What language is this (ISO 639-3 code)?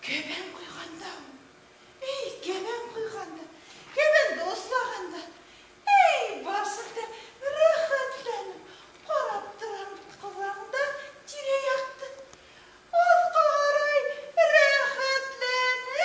bak